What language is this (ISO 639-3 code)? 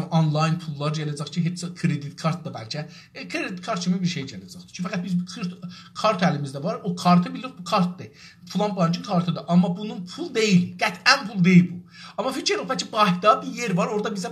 azb